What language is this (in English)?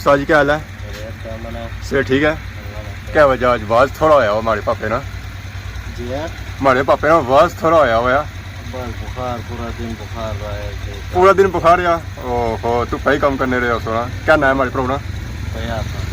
Pahari-Potwari